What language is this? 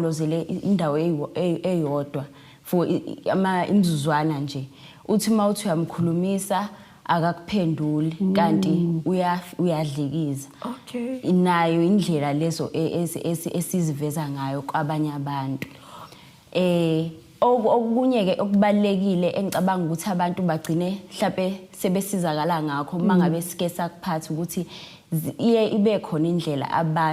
Zulu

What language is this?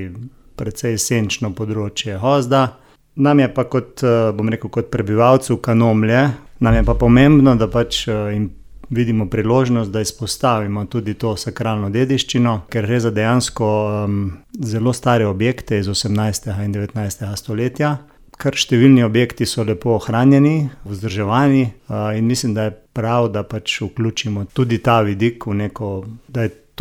Slovenian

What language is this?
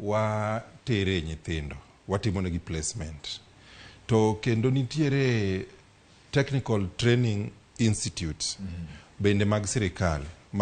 Luo (Kenya and Tanzania)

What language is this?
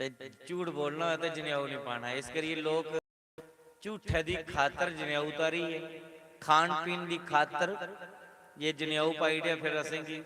Dogri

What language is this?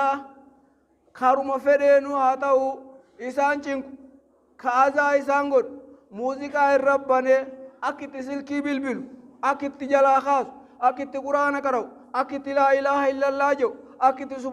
Oromo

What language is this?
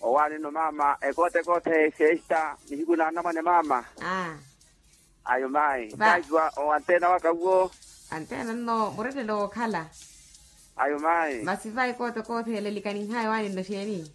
Makhuwa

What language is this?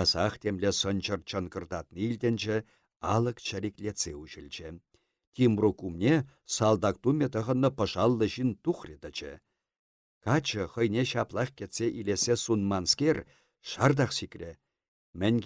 Chuvash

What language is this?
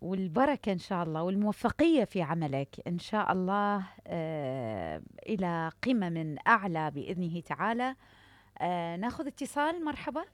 Mesopotamian Arabic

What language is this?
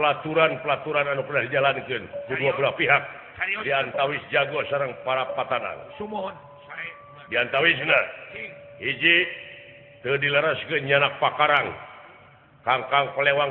Sundanese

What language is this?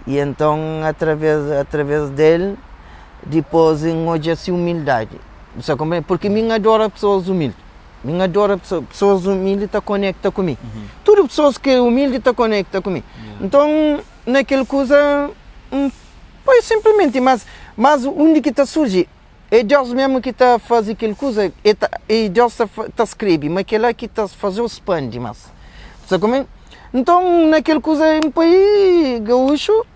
Kabuverdianu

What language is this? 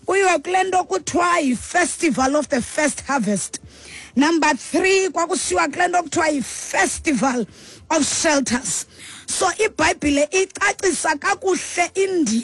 Xhosa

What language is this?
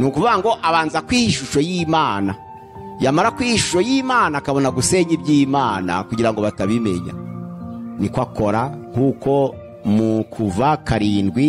Kinyarwanda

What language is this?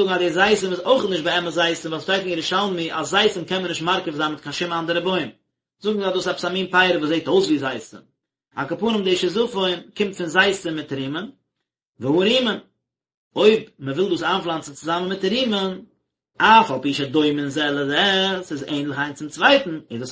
Yiddish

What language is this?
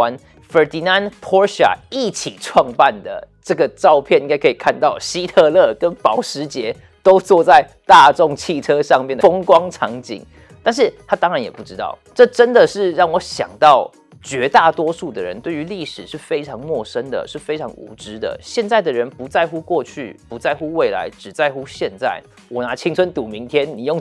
Chinese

